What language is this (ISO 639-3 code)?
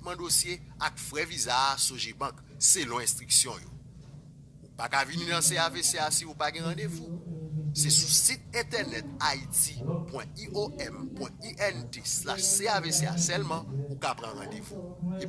hat